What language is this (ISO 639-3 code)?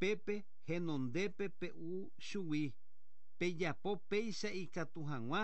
grn